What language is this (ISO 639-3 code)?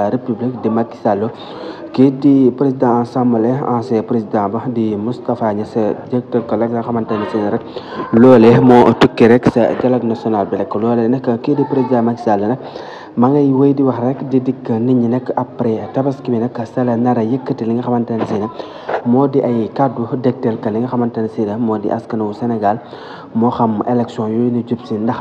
wol